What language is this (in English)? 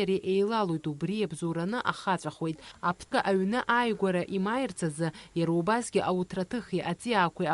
Abkhazian